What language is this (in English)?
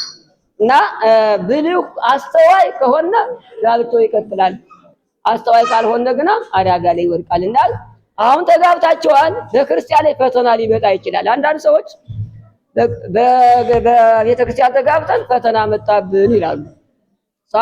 Amharic